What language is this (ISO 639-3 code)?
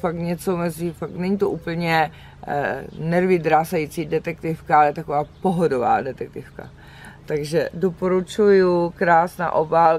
ces